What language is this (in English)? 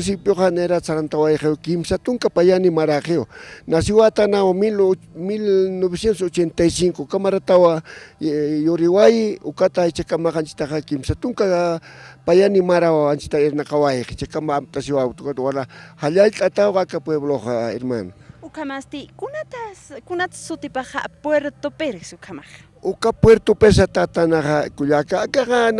Aymara